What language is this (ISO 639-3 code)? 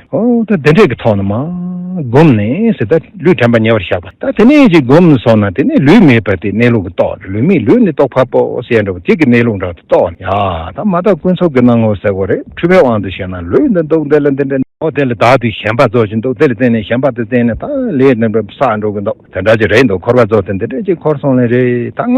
bod